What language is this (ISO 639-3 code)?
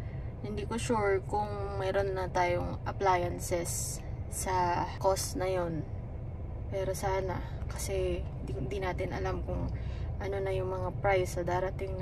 fil